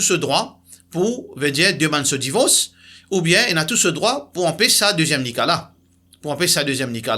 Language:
Morisyen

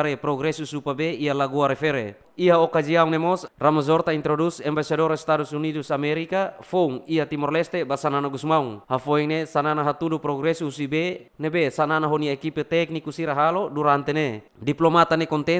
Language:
Tetum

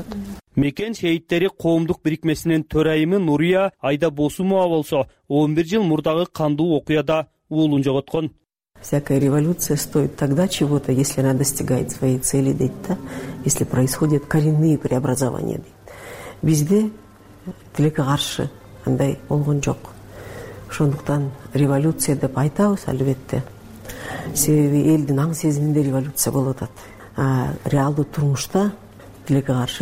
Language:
Kyrgyz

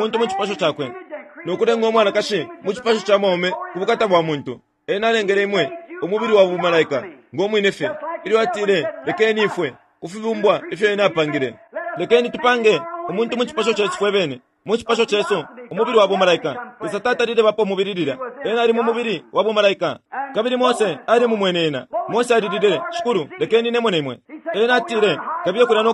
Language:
Bemba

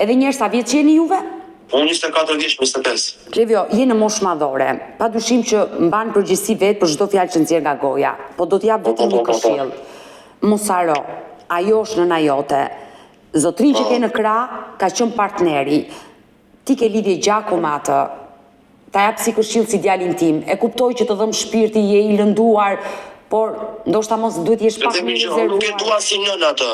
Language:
Albanian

